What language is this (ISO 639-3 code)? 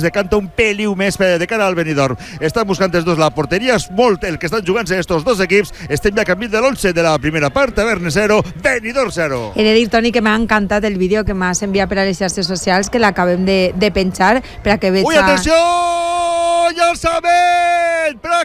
cat